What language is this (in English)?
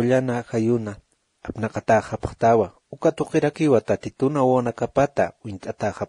Aymara